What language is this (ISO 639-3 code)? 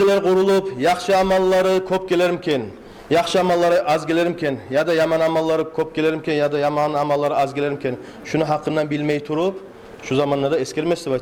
kum